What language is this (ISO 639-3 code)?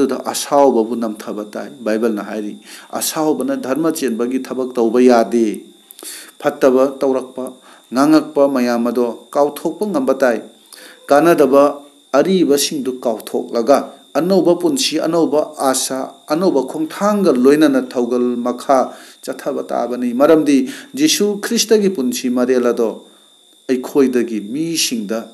mni